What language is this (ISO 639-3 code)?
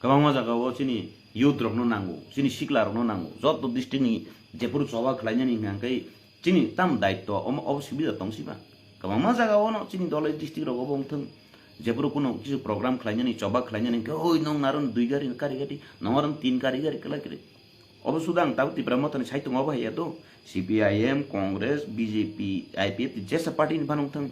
trp